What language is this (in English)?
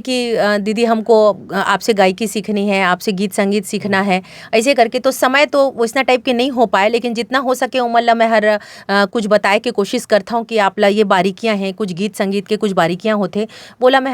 Chhattisgarhi